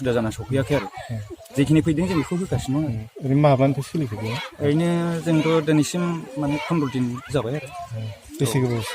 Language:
Bodo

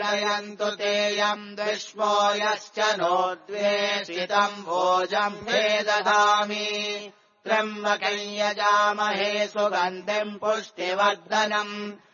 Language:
Sanskrit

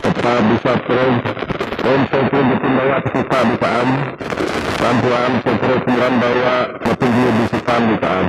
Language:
Biatah Bidayuh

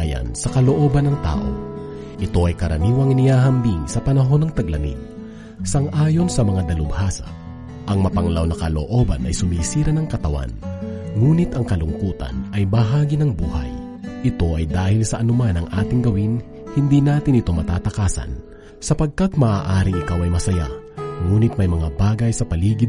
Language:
Filipino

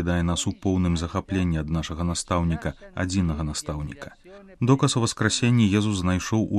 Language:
Belarusian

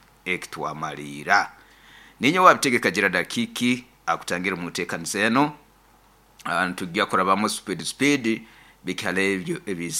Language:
Nyoro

